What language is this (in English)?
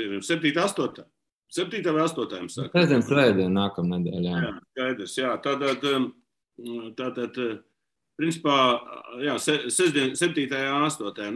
Latvian